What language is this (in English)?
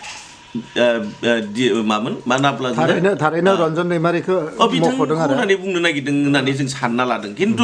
Bodo